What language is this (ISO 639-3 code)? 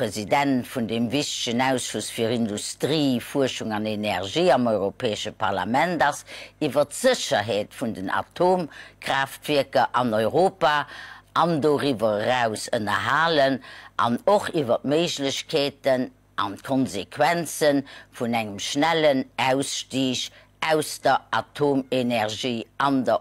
ltz